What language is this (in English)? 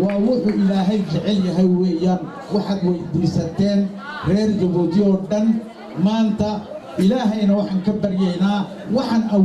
Somali